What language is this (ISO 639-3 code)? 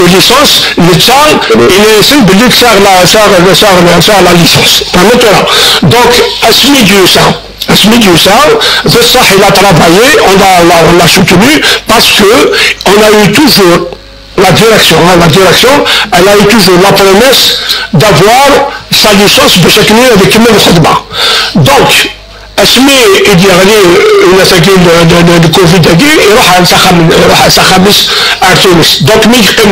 kab